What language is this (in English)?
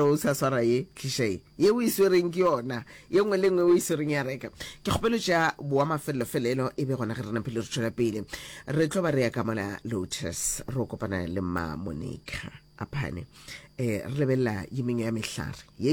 Northern Sotho